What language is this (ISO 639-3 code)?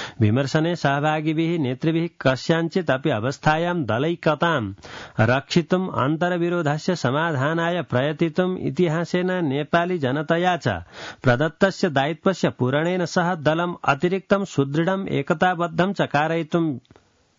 san